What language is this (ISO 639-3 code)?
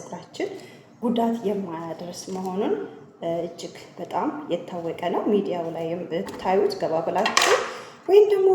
amh